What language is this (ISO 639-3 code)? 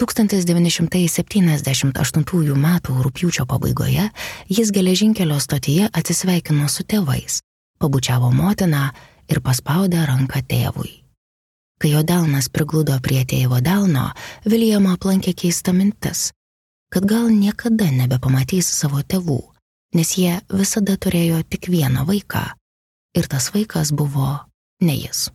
lit